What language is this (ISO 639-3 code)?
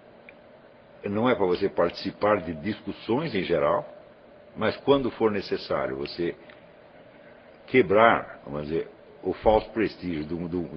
por